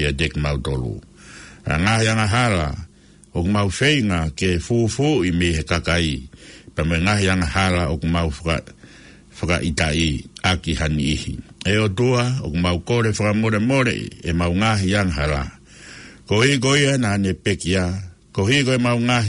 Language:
Tongan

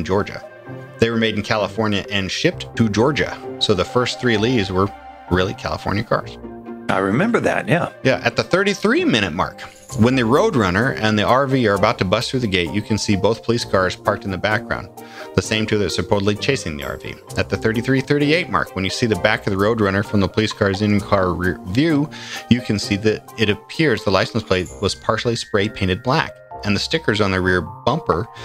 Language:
English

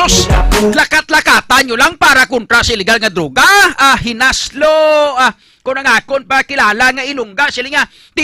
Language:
Hiligaynon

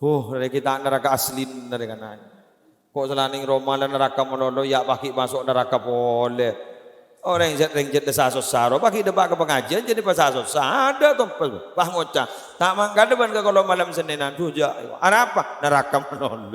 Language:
Madurese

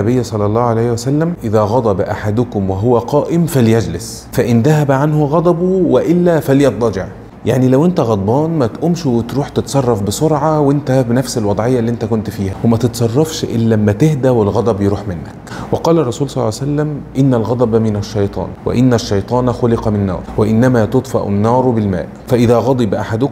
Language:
Egyptian Arabic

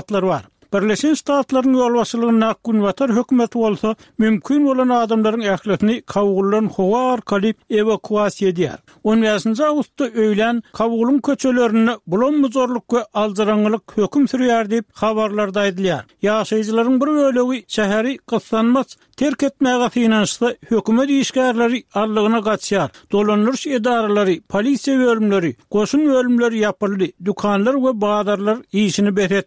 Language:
Turkmen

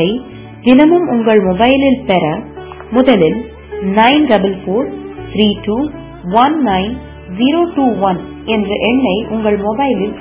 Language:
Tamil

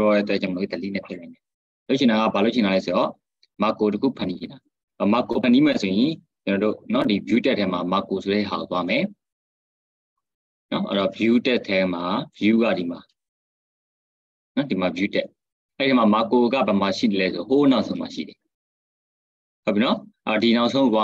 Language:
Burmese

